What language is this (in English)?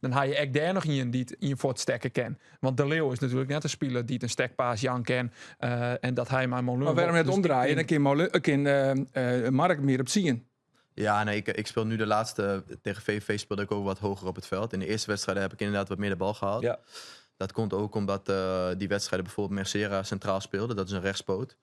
Western Frisian